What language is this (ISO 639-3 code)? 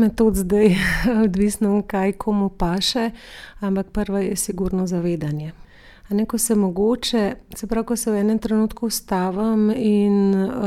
slv